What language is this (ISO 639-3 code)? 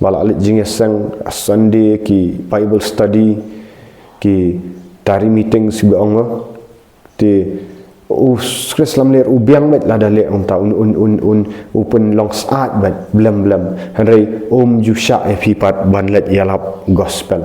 kha